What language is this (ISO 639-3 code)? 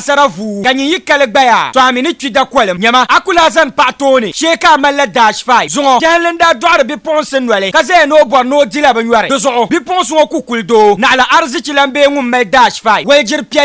dag